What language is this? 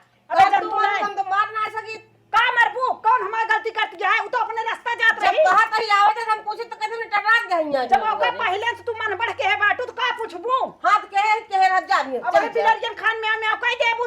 Awadhi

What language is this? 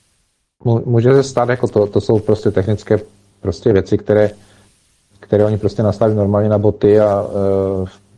Czech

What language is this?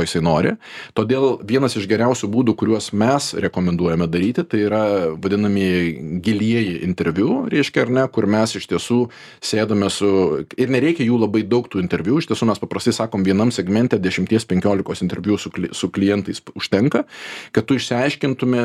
Lithuanian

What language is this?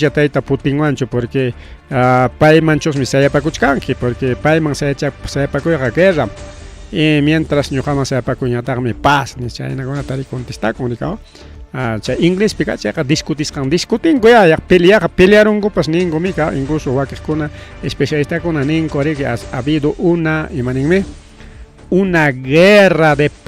Ayacucho Quechua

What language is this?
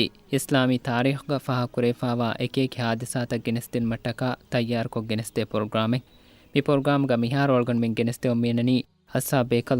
Divehi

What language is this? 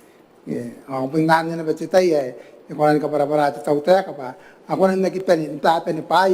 Gilbertese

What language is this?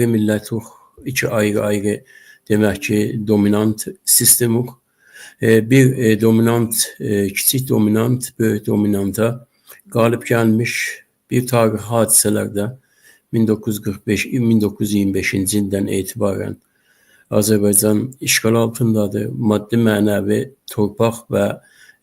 Azerbaijani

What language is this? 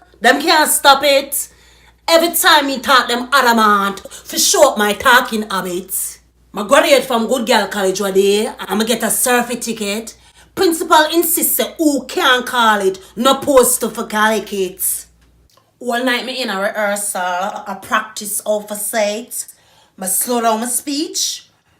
Jamaican Creole English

